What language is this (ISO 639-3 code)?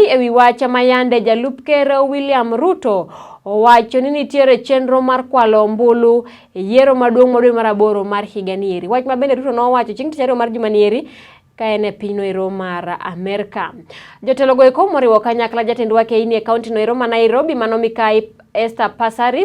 luo